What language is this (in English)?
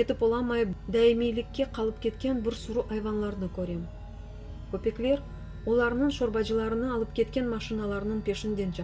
Crimean Tatar